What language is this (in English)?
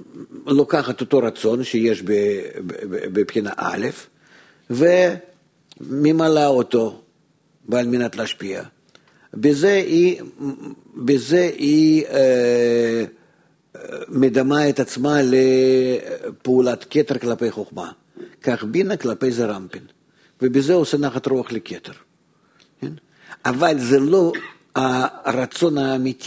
Hebrew